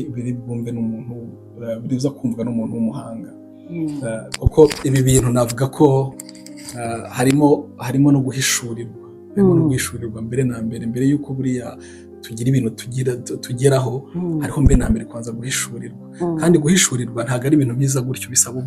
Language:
Kinyarwanda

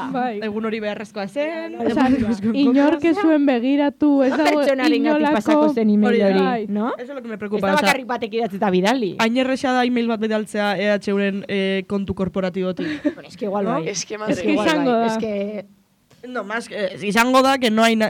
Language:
Basque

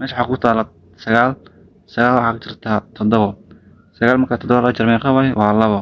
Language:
Somali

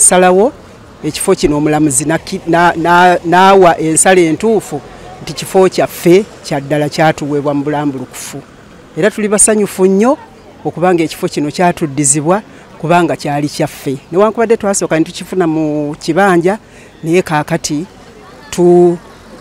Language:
Ganda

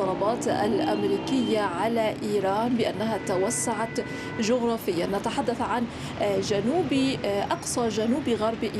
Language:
Arabic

